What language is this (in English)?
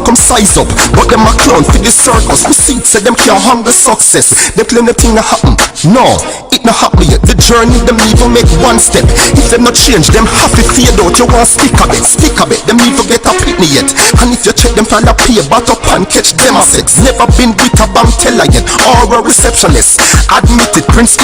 Jamaican Creole English